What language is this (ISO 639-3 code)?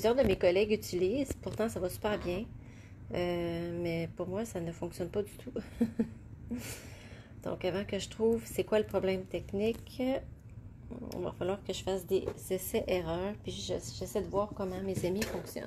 fra